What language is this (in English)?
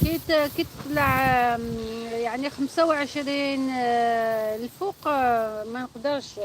Algerian Arabic